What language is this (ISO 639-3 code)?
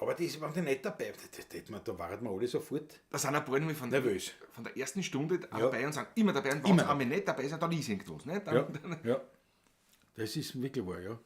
bar